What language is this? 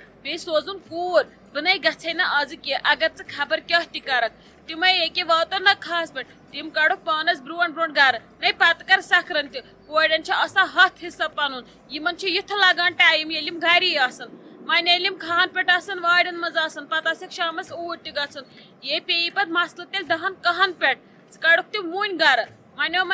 Kashmiri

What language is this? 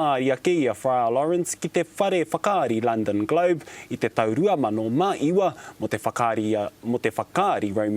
Māori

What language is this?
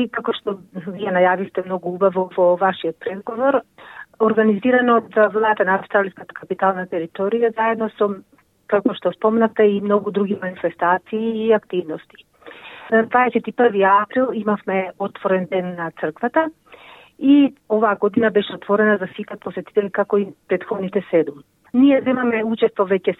Macedonian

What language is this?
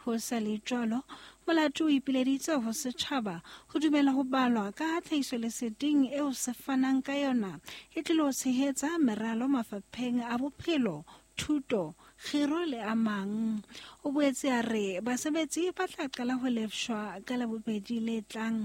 Southern Sotho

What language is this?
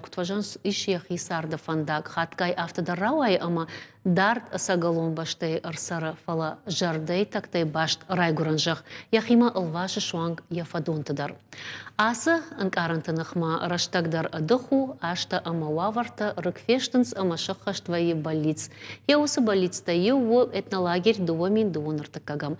Ossetic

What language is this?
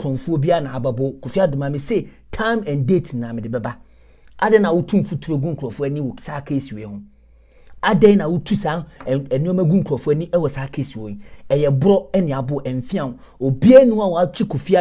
Akan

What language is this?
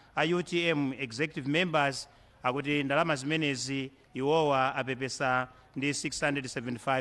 Nyanja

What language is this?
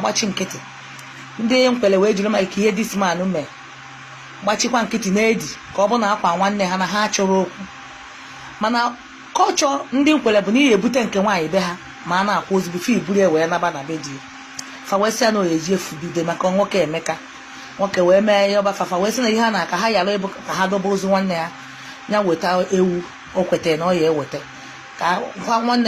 Igbo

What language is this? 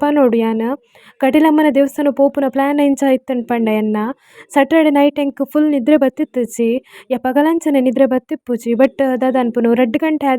Tulu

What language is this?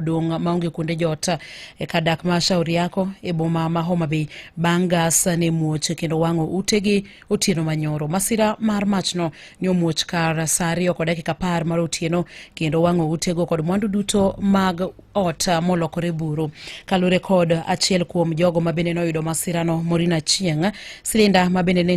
Luo (Kenya and Tanzania)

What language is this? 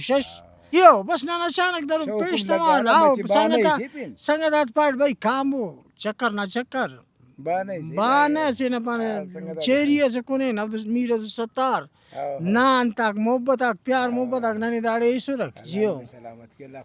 Brahui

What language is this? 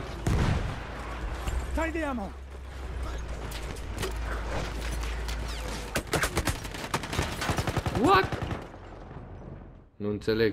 Romanian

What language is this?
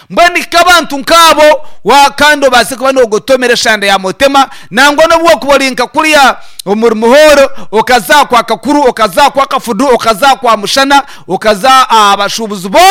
Nyankole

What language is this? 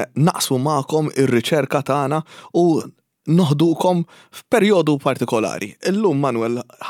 Maltese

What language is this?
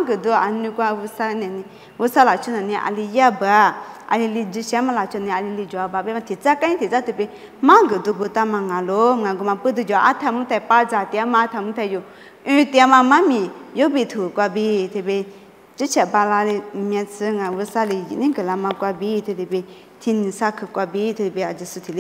Lisu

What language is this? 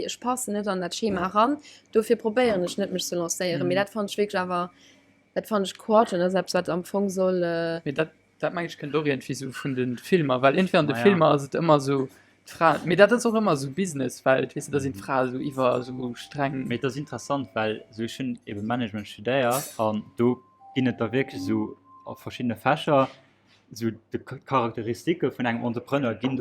Luxembourgish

